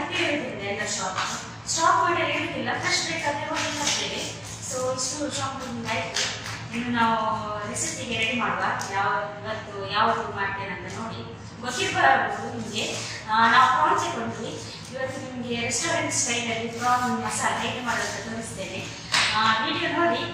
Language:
Kannada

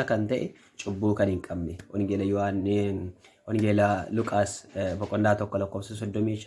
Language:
Oromo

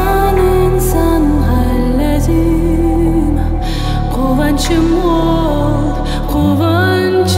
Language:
Crimean Tatar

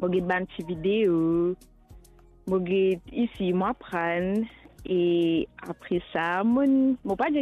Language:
Morisyen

